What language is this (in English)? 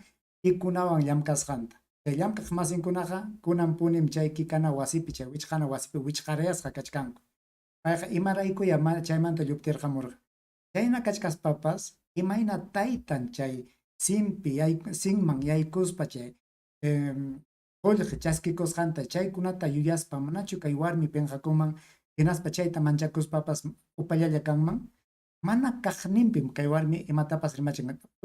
Ayacucho Quechua